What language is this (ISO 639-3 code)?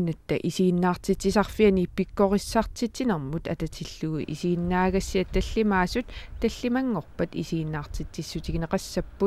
kal